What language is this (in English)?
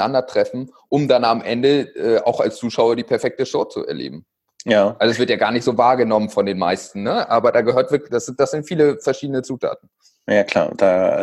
German